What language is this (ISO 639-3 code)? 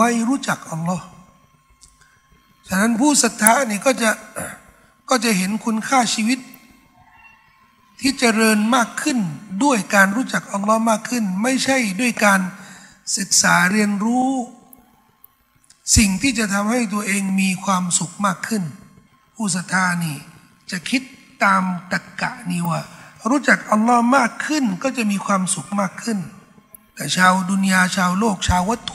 tha